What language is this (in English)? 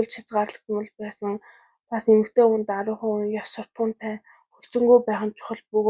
Mongolian